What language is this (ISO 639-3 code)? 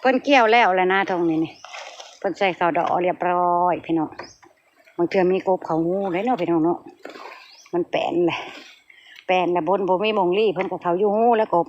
tts